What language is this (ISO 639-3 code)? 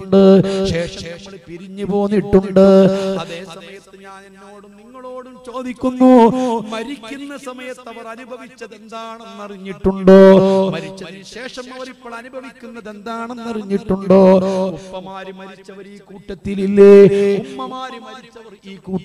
mal